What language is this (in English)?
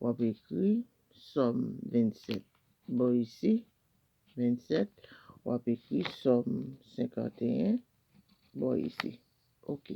Haitian Creole